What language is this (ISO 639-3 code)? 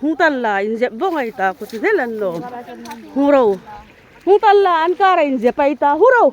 hmr